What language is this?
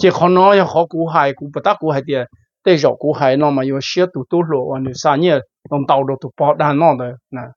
Hmong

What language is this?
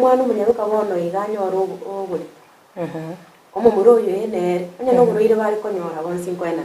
Gusii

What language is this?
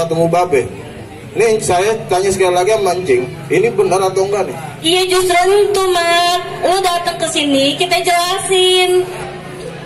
Betawi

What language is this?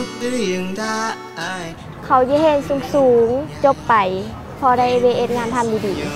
Lao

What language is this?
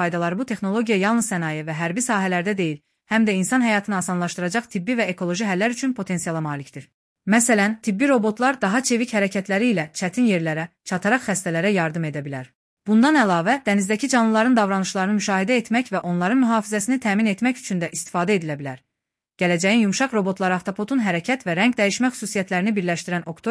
Azerbaijani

